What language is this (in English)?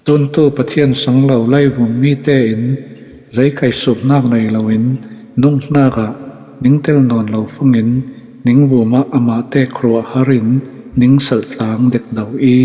Falam Chin